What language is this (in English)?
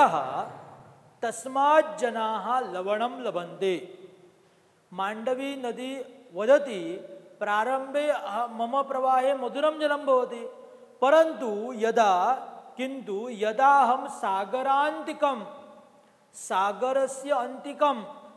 Sanskrit